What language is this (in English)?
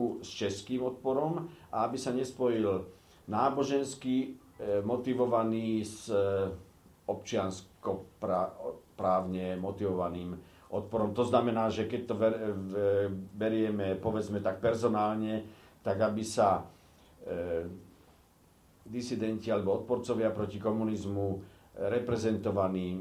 Slovak